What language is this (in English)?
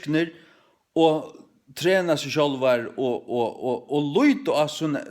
Faroese